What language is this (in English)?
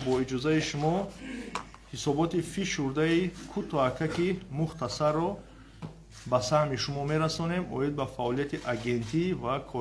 Tajik